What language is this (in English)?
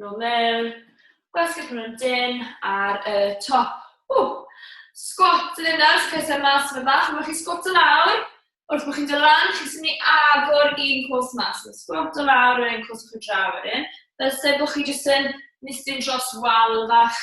Welsh